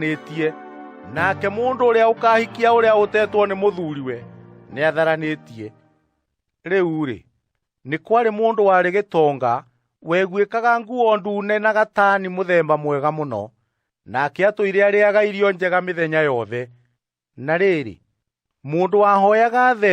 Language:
Kikuyu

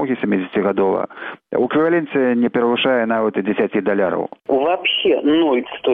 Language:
Belarusian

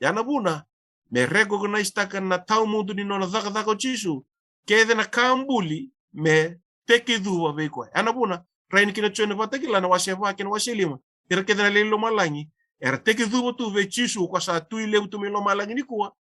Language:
Fijian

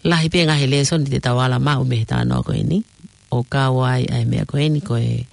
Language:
Tongan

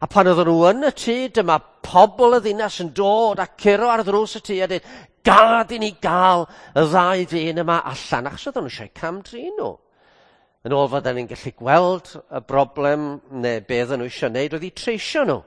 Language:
Welsh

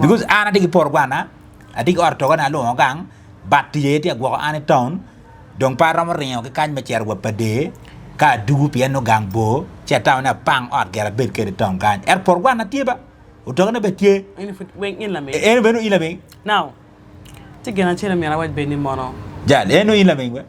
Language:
Acoli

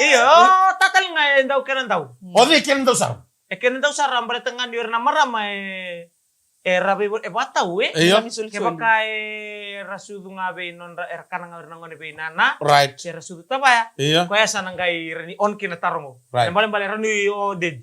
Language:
Fijian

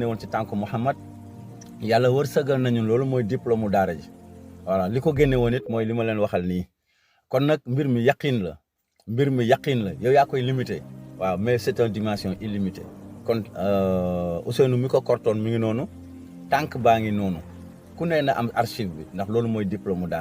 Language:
Wolof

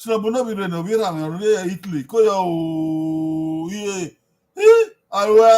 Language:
Bini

